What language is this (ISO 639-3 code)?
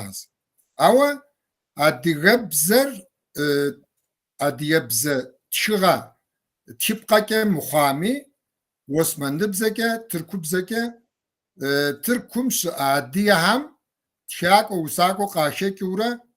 kbd